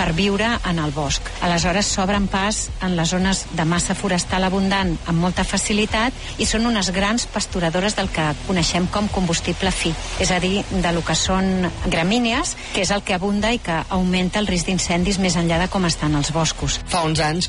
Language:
Catalan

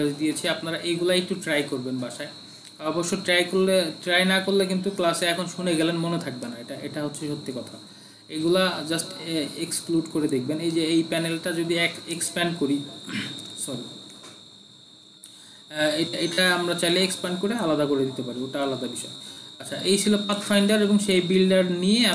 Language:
Bangla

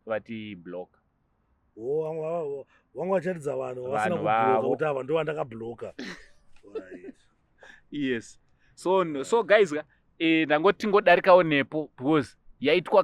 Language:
Shona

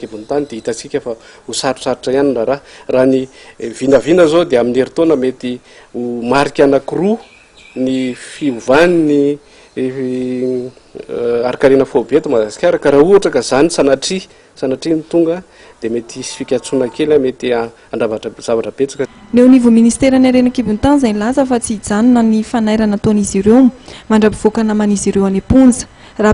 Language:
Malagasy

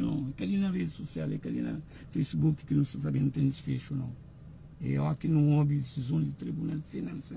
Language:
Kabuverdianu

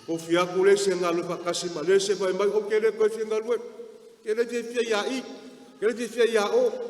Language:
Samoan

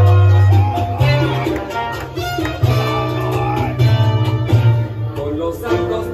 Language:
English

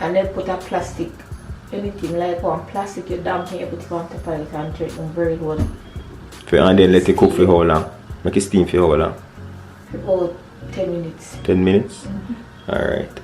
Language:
Jamaican Creole English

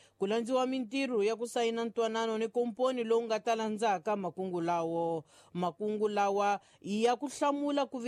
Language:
Tsonga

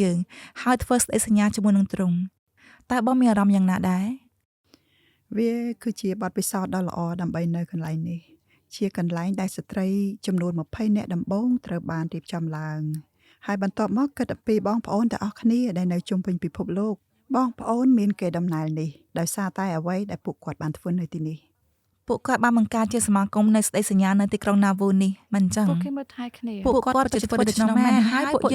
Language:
Khmer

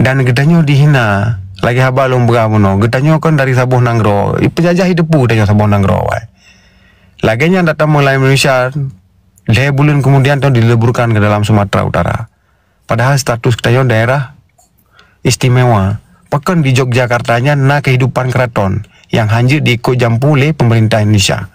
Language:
Achinese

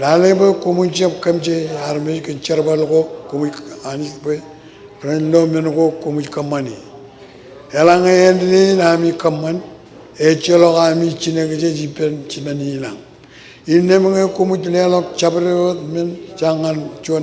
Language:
Marshallese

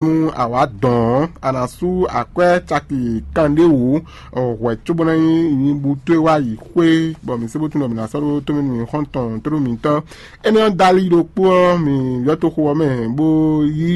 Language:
Fon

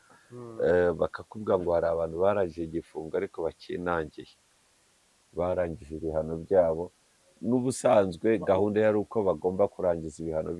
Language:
Kinyarwanda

